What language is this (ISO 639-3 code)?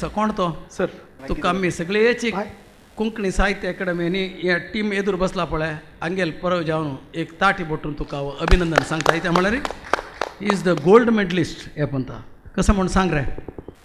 kok